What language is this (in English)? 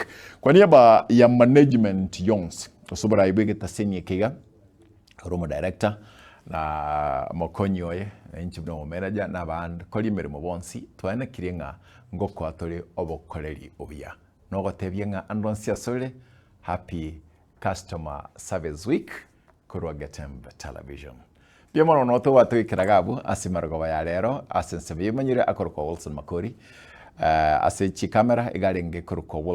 Gusii